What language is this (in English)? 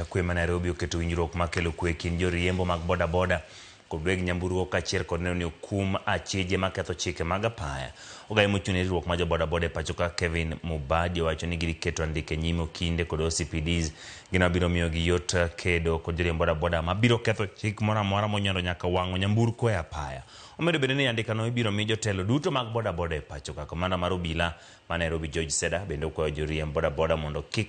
Luo (Kenya and Tanzania)